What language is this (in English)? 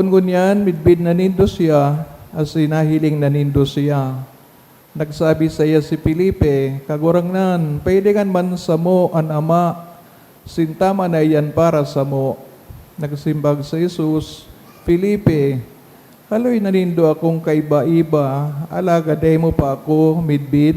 Bikol